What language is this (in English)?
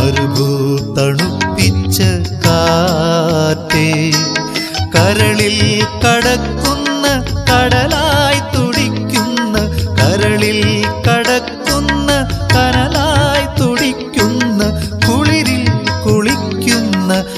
Malayalam